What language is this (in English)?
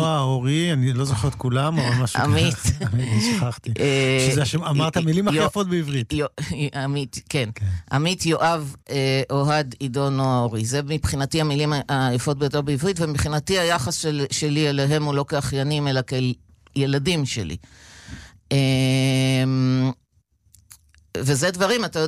Hebrew